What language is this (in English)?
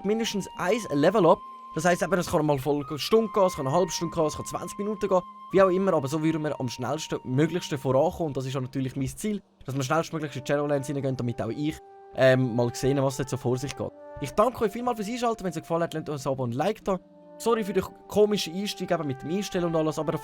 Swiss German